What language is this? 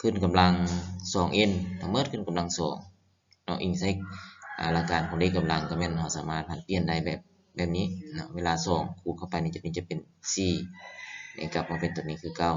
Lao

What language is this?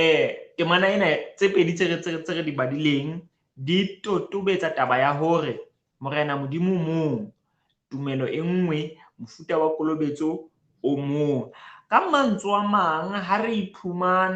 Southern Sotho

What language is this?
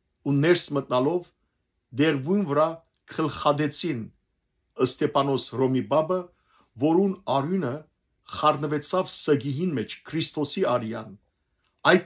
Western Armenian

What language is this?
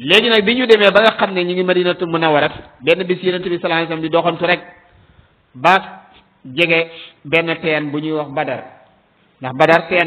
Wolof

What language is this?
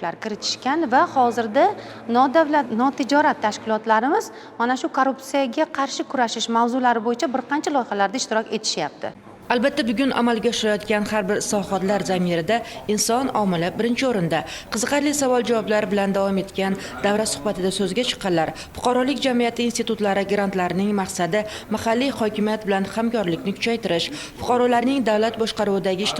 Uzbek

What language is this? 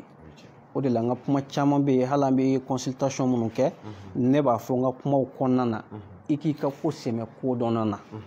Bambara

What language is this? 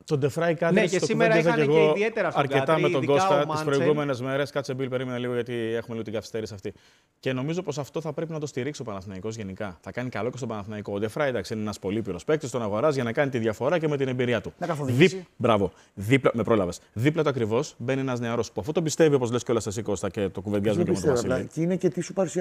Greek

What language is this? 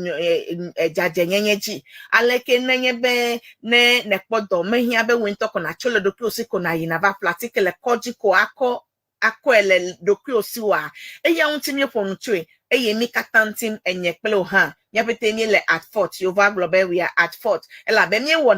Ewe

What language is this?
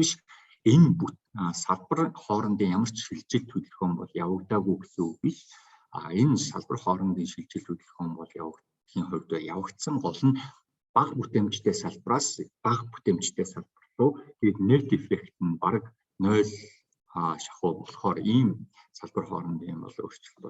Mongolian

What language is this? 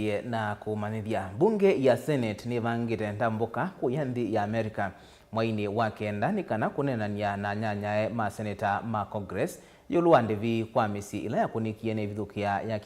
Kamba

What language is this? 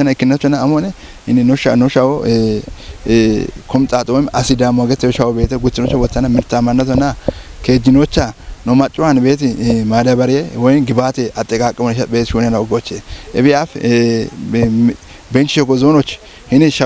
Kafa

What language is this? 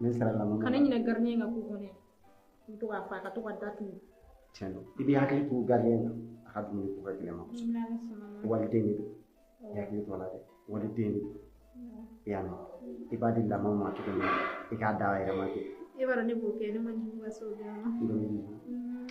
Bambara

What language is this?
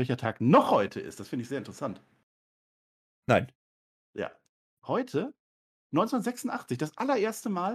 German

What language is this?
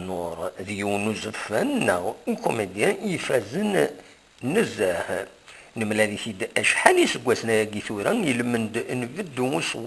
Kabyle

